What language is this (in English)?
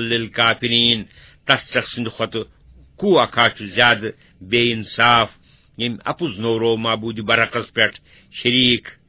Kashmiri